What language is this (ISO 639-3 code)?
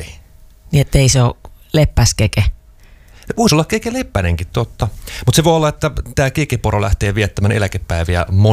fin